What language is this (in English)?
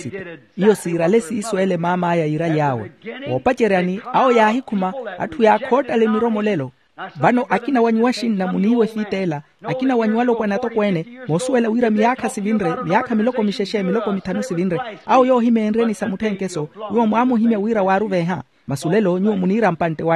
Makhuwa